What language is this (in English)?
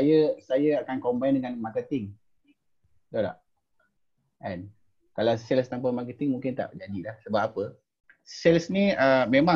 Malay